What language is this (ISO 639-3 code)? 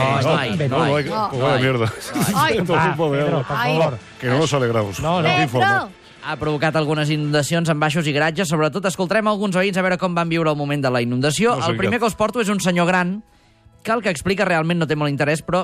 cat